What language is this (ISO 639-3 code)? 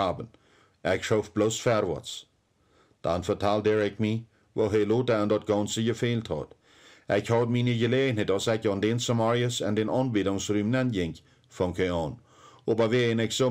pdt